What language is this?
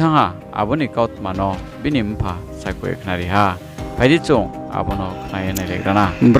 Riang (India)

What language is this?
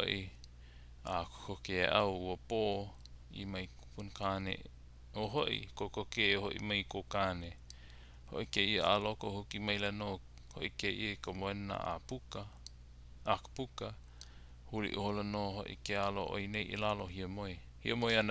Hawaiian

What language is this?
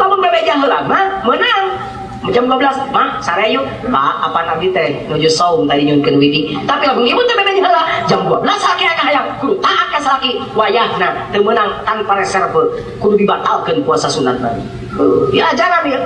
Sundanese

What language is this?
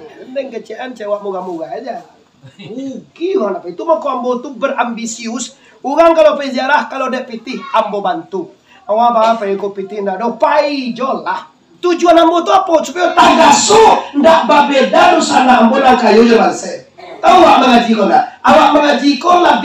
Minangkabau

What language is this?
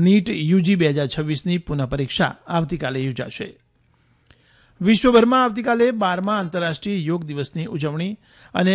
Gujarati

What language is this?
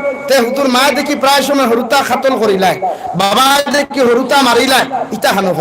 Sylheti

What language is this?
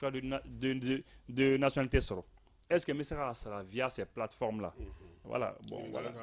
Bambara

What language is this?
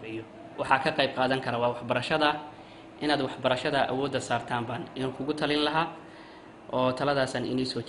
Somali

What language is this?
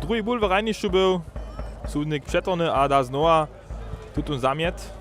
Upper Sorbian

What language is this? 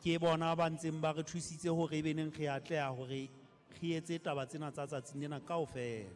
Southern Sotho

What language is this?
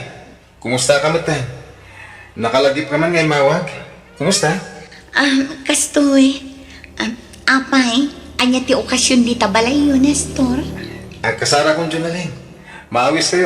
Iloko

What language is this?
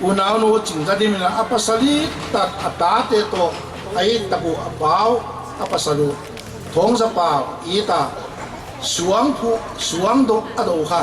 Paite Chin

